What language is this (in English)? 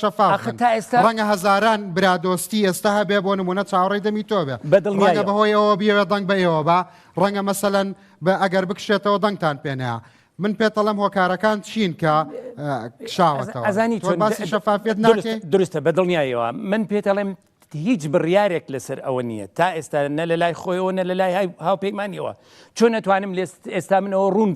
Central Kurdish